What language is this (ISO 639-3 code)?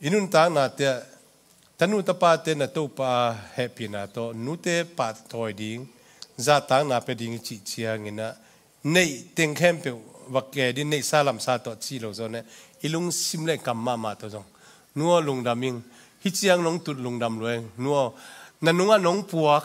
ctd